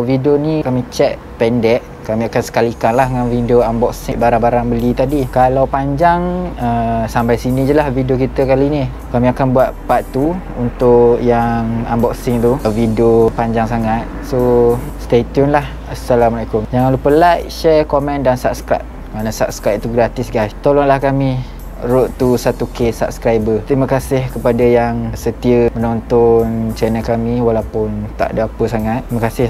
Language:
Malay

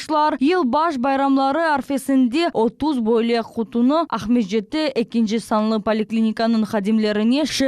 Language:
Crimean Tatar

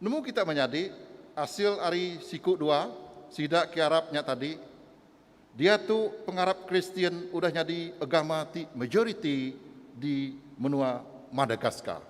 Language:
Iban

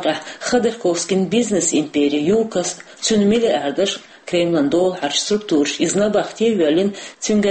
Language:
Chechen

